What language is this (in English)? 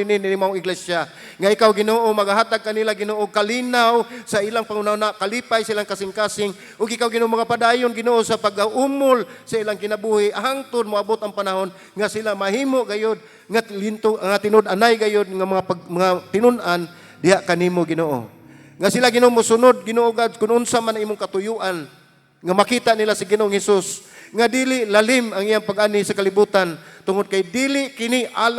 Cebuano